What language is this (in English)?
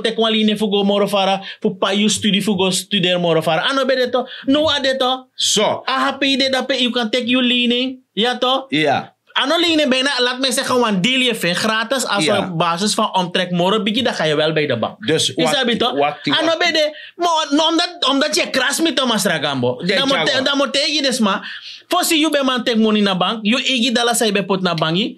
Sranan Tongo